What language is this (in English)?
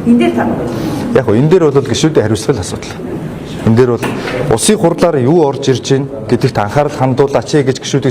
Mongolian